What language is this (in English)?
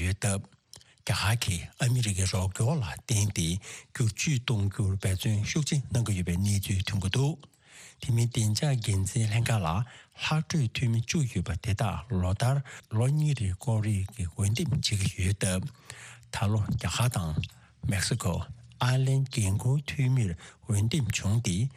Tibetan